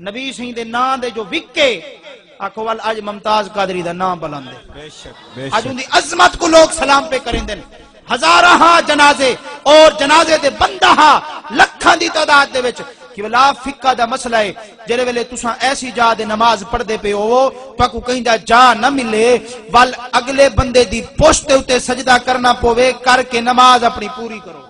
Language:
Saraiki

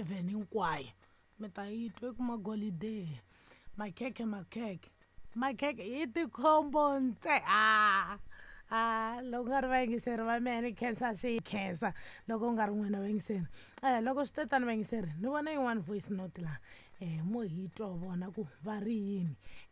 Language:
Tsonga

